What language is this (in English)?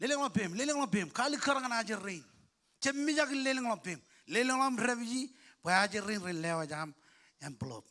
Marshallese